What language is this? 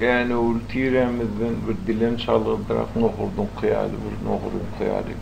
Turkmen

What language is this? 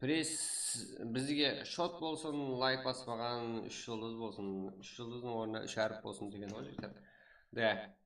Kara-Kalpak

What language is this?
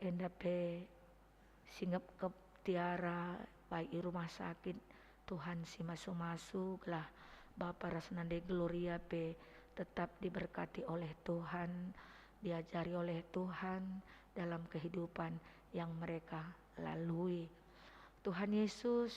Batak Karo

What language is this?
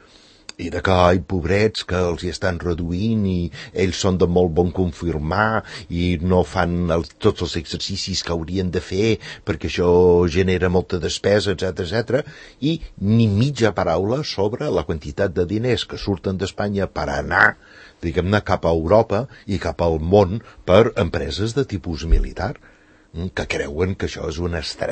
Catalan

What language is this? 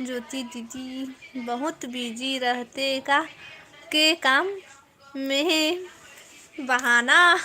Chhattisgarhi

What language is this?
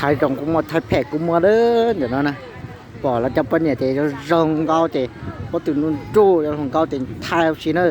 Hmong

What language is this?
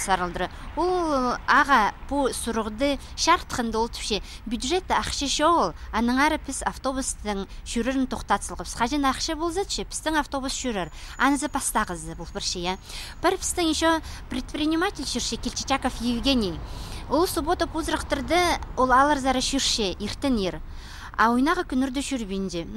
Khakas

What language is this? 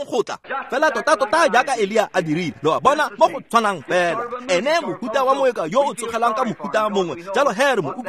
Tswana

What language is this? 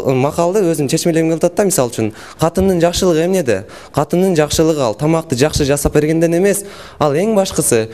Kyrgyz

